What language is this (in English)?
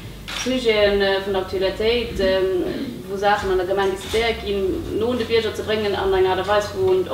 Luxembourgish